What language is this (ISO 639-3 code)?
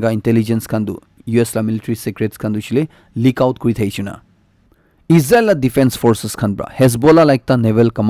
nag